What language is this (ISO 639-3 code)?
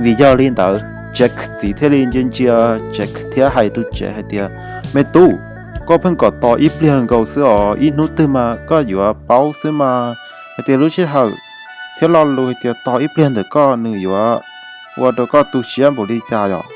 hmn